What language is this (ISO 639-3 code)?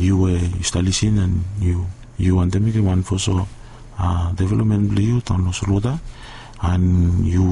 bis